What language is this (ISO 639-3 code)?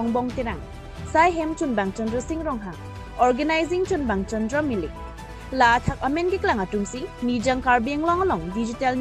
mjw